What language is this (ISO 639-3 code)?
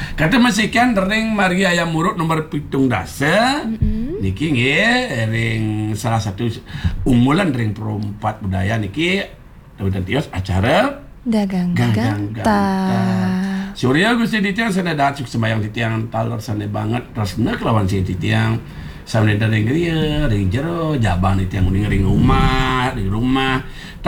ban